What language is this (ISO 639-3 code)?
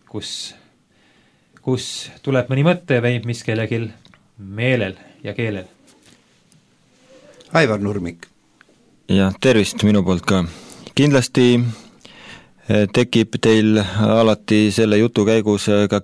est